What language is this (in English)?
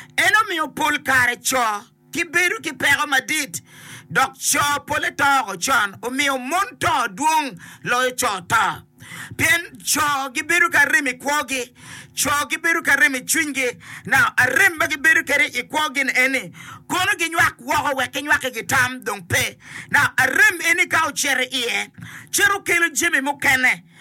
Acoli